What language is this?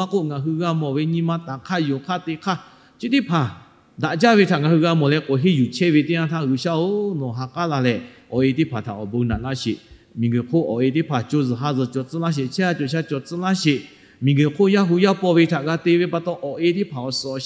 Lahu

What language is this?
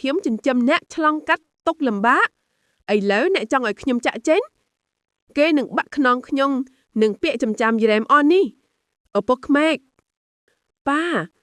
Khmer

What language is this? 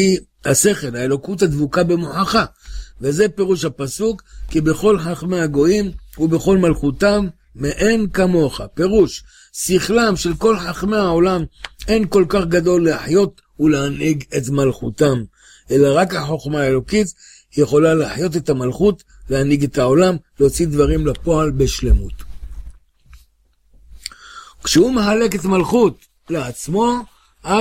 Hebrew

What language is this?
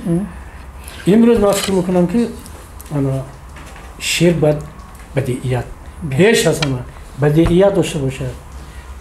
Tajik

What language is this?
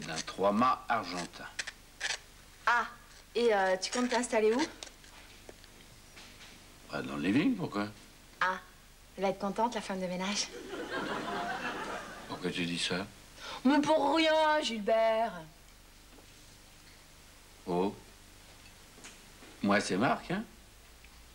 French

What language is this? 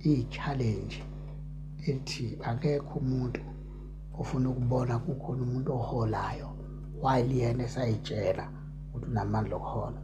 Zulu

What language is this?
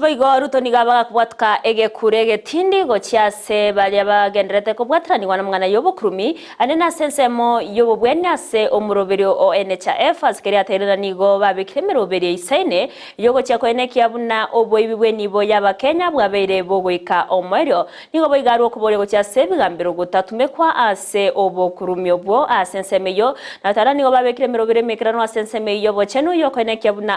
Gusii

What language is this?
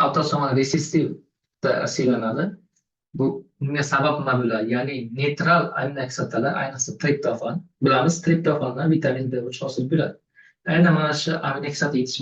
Uzbek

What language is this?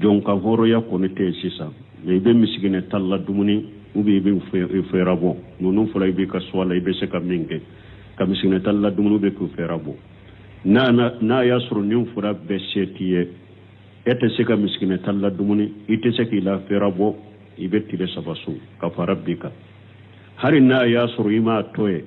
Bambara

